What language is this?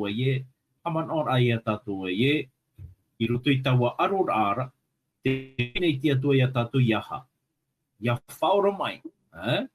Tahitian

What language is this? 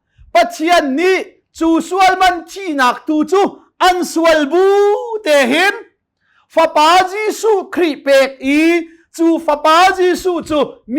Hakha Chin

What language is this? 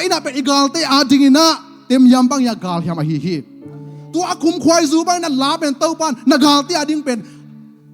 Tedim Chin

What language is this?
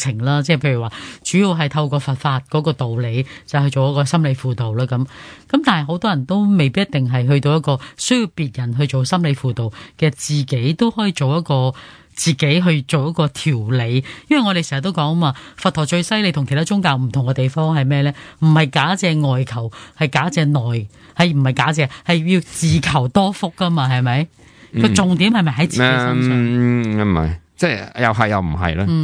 Cantonese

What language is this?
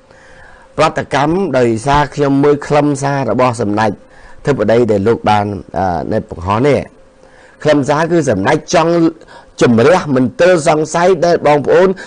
Khmer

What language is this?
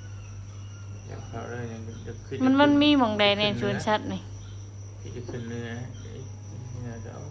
Lao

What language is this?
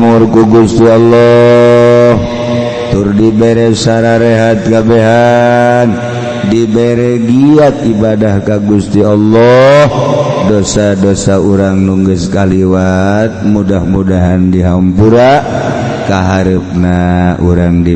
Sundanese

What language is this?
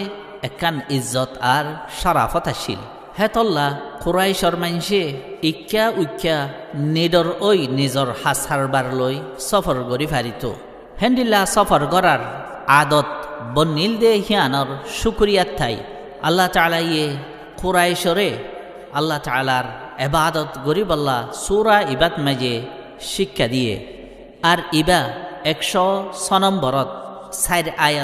Rohingya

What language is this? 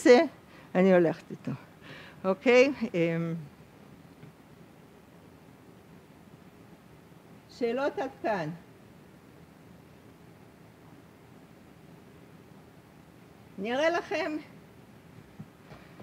Hebrew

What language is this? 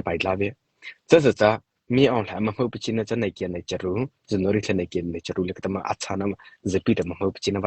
Mara Chin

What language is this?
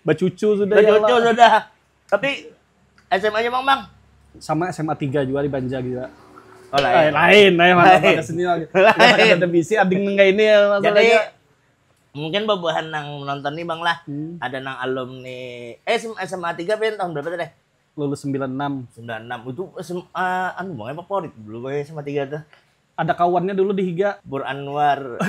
Banjar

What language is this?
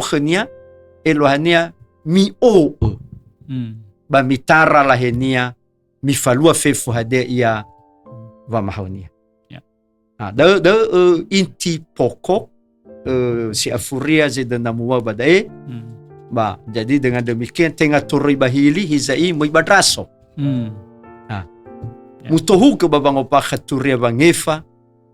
Nias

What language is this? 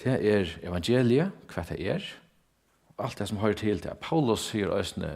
Faroese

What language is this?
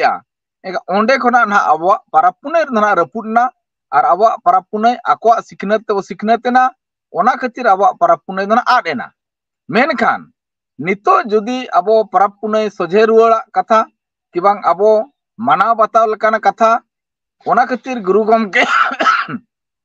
Santali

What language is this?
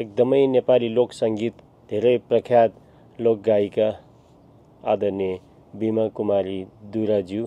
Nepali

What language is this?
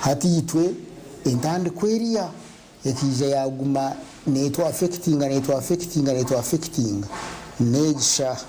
Nyankole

